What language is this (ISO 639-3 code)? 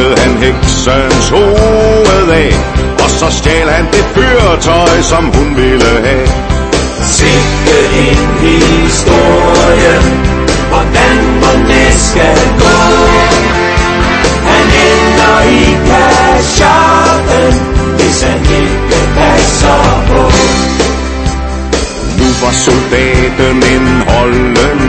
dan